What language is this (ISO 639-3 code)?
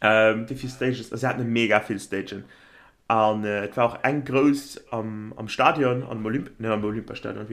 ltz